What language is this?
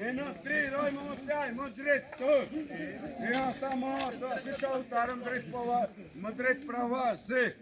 Xavánte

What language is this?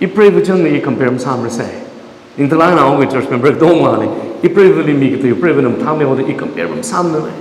Tangkhul Naga (India)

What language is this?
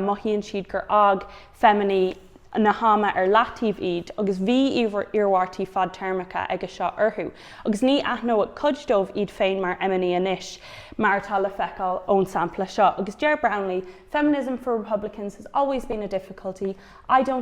Irish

